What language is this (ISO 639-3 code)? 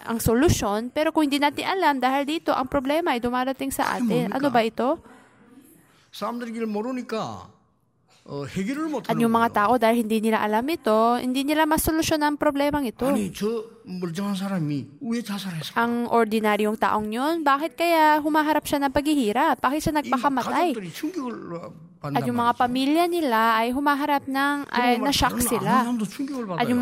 fil